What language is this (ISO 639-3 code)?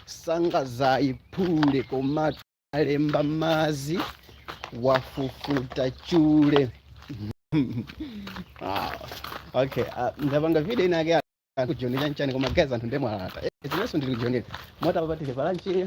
nya